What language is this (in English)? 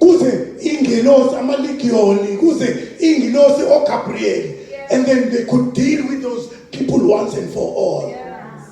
Zulu